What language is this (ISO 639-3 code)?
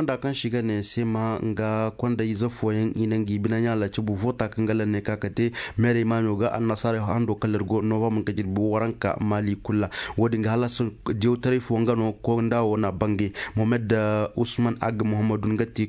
ses